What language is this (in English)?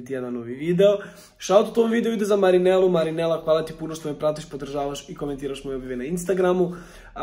Croatian